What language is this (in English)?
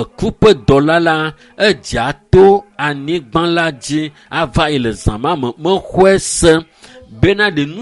Ewe